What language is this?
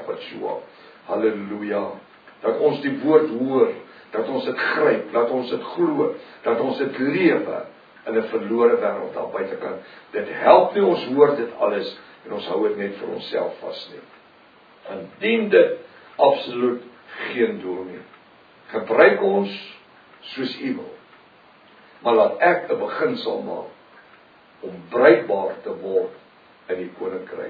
Afrikaans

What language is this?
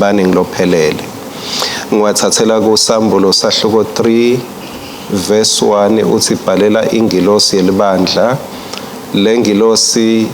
Swati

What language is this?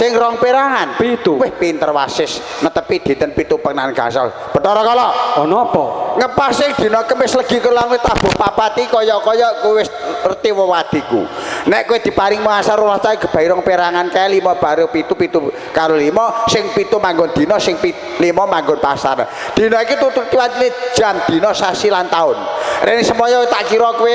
Javanese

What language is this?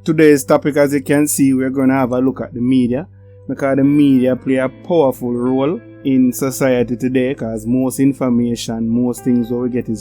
Jamaican Creole English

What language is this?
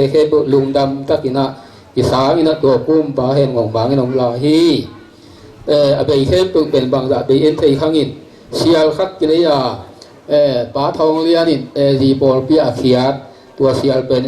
Tedim Chin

